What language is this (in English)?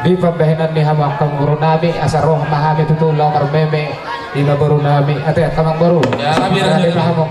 Batak Toba